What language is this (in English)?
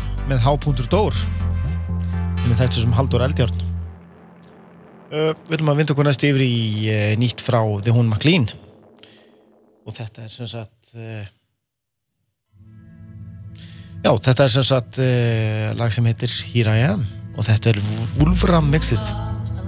Icelandic